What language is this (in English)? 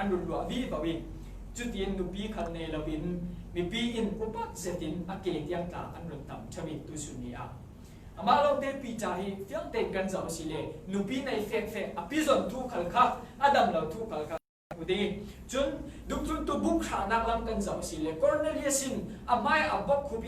Falam Chin